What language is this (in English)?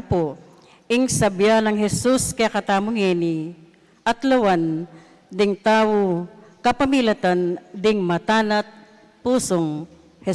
Pampanga